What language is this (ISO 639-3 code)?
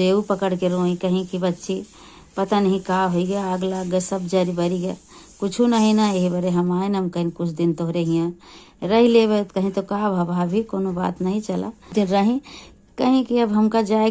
awa